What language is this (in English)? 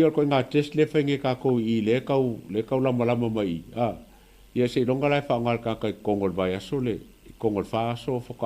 Samoan